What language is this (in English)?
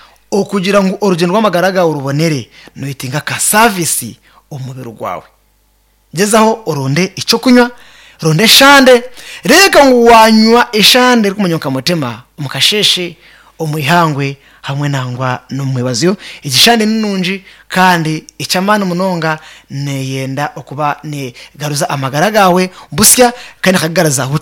Nyankole